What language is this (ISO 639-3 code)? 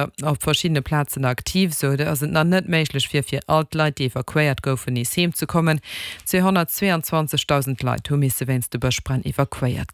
ltz